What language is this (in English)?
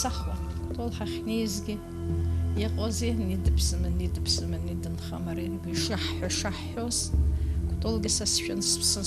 Abkhazian